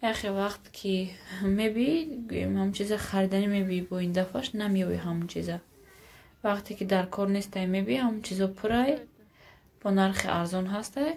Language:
Tajik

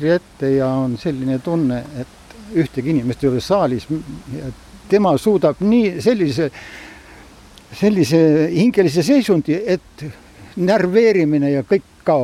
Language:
Estonian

